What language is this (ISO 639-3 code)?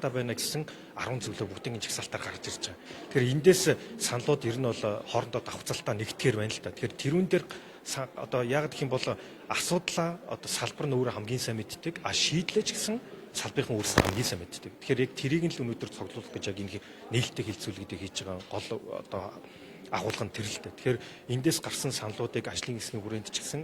mon